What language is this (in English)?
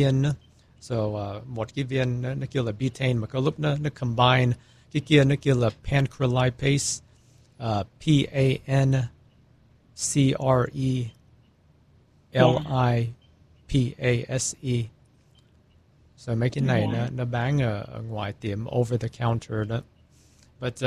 Vietnamese